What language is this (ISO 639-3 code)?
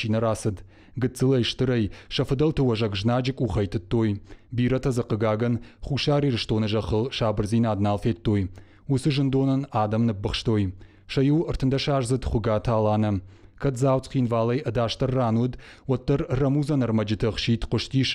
oss